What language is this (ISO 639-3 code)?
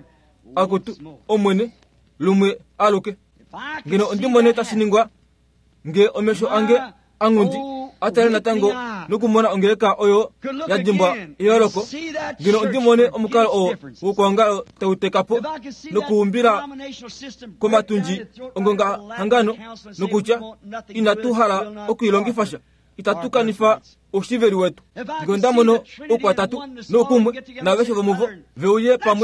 kua